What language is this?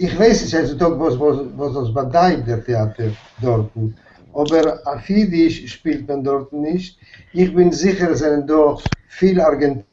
Yiddish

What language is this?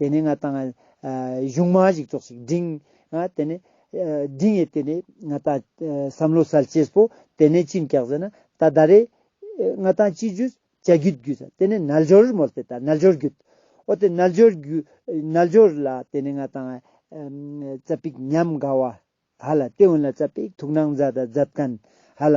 Ladakhi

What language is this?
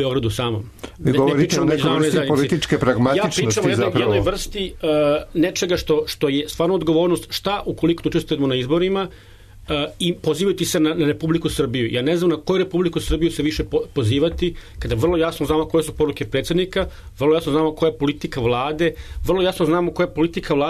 Serbian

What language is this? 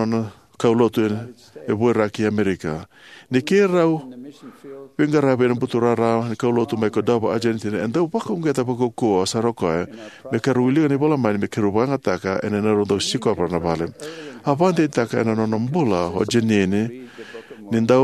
Fijian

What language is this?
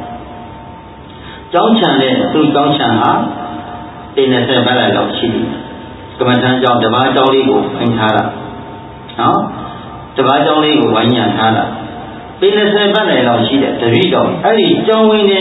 Burmese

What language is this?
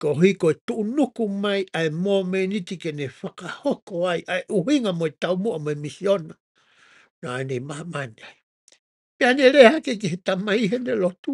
Tongan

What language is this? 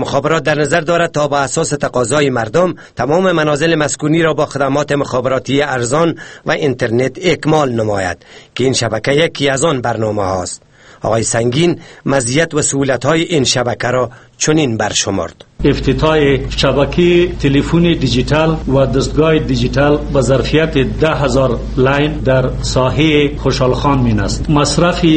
Persian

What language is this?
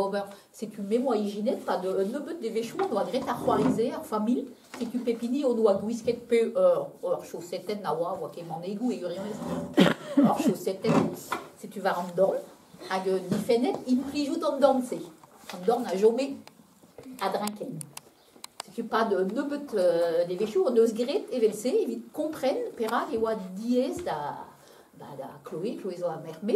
Breton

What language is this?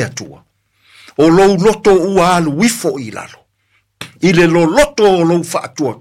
Samoan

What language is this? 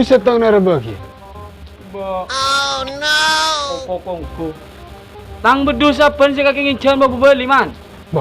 Madurese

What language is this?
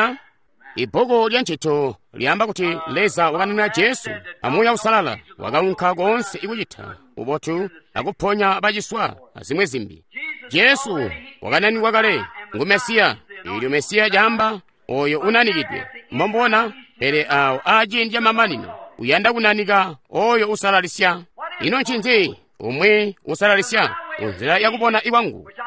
Tonga (Zambia)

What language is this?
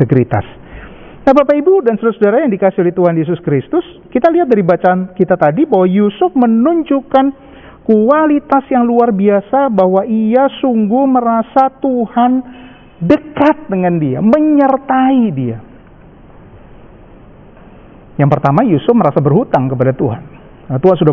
Indonesian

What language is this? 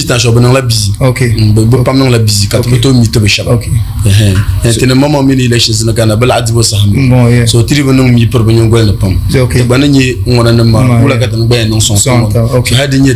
Dagbani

